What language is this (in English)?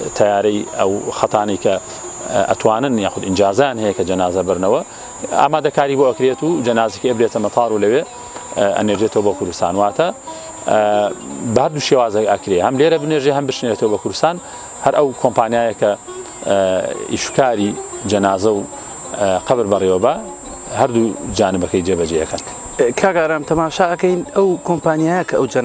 Central Kurdish